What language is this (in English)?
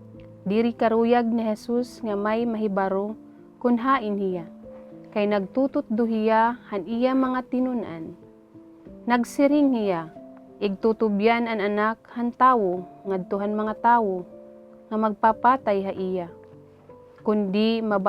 Waray